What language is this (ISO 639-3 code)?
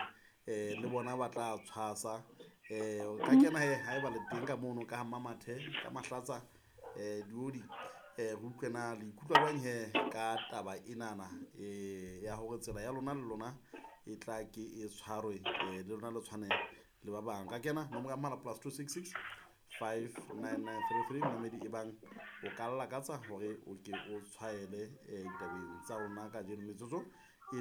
sot